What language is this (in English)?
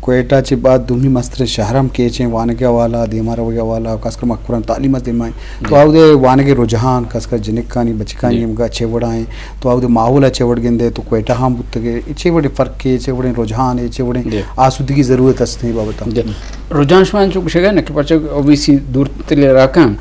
Eastern Balochi